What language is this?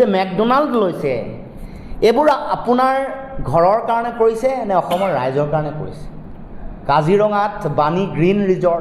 Assamese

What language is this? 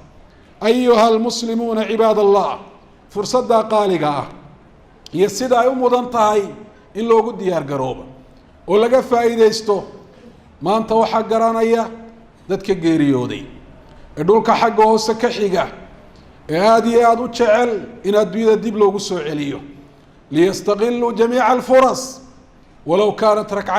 Somali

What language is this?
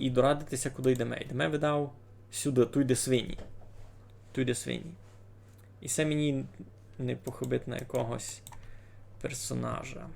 Rusyn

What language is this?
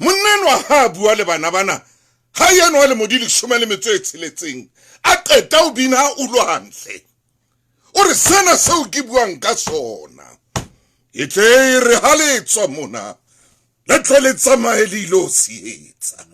Southern Sotho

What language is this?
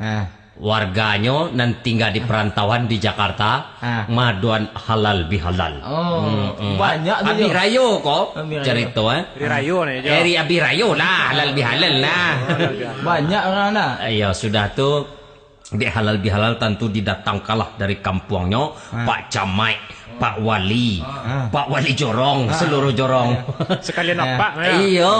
Minangkabau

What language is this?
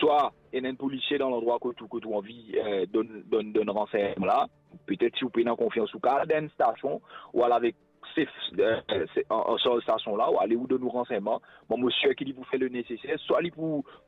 Morisyen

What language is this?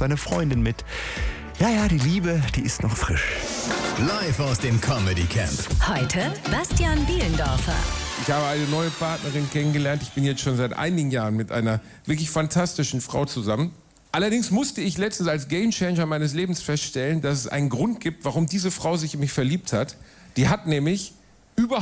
German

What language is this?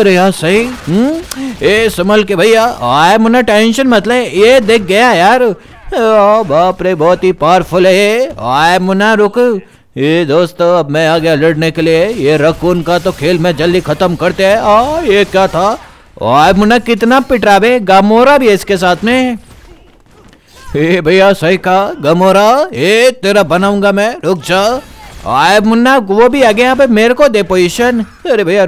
Hindi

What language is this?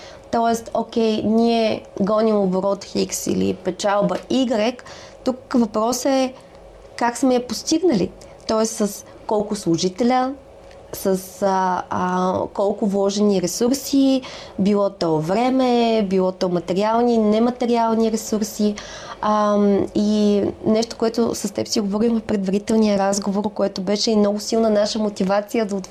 Bulgarian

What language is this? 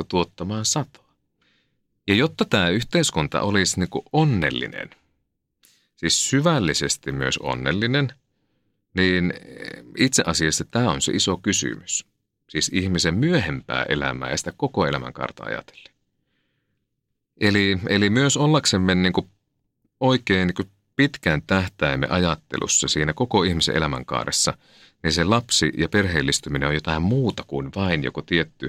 Finnish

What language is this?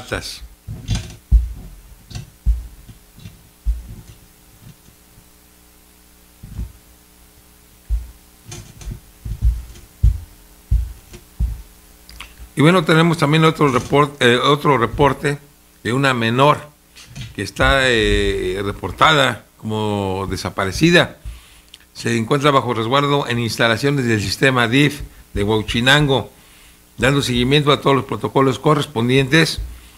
Spanish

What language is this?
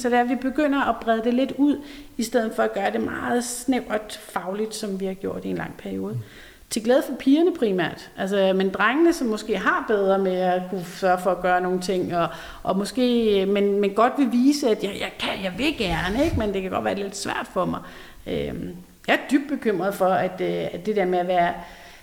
Danish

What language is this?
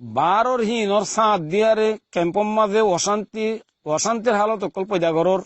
Rohingya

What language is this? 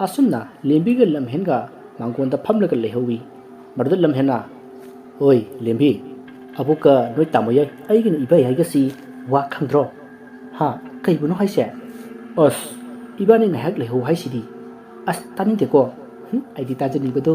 Manipuri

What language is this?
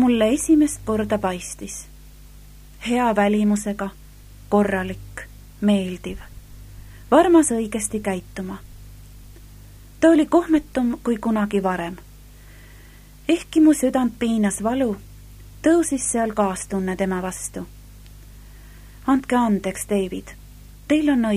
Estonian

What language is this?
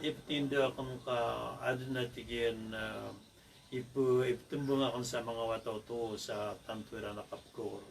Maranao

